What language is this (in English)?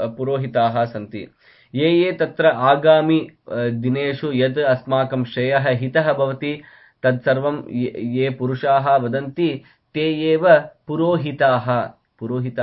Sanskrit